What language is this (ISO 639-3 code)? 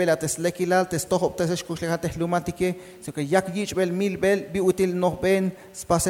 tzh